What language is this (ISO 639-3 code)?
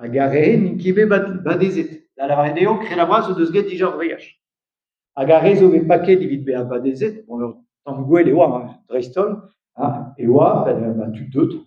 bre